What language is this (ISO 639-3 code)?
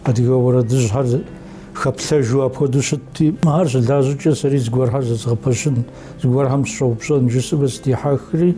kbd